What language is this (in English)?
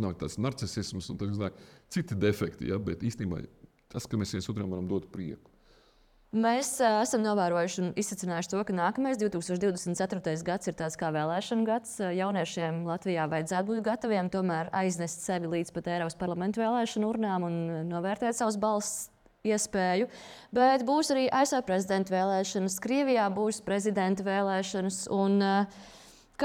Latvian